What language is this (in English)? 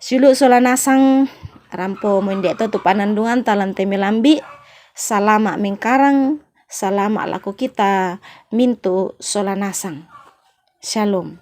Toraja-Sa'dan